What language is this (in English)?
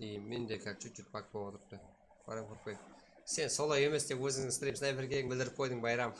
Kara-Kalpak